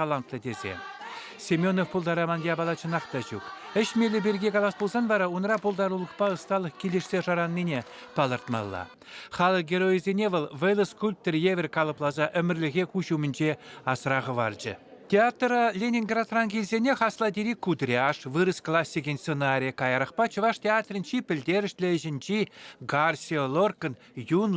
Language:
Chuvash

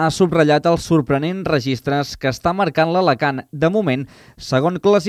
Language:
Catalan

